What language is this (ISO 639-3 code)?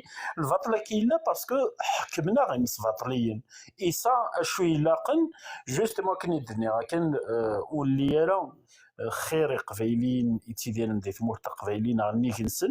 kab